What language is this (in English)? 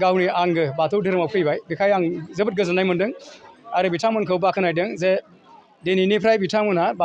Bodo